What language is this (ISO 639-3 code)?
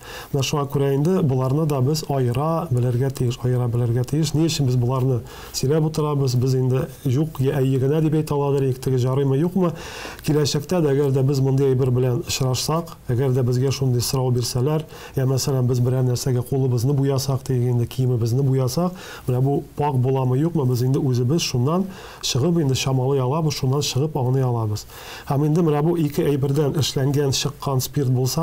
tat